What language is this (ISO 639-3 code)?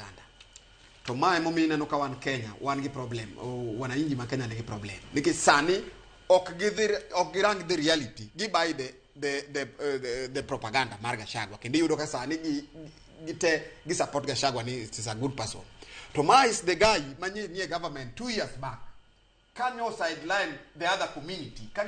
luo